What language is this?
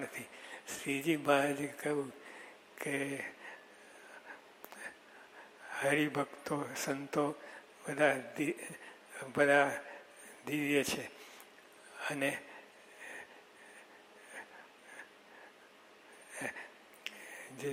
Gujarati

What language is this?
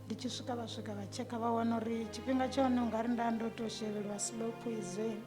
Venda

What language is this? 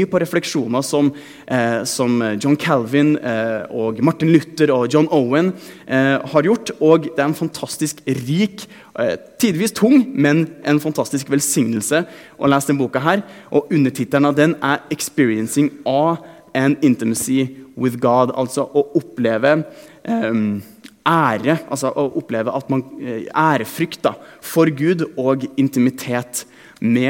Norwegian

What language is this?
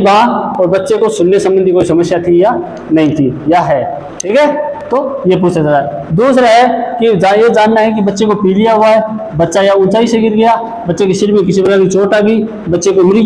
Hindi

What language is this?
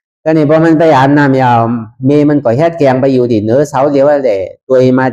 Shan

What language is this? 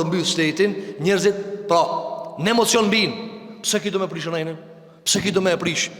Albanian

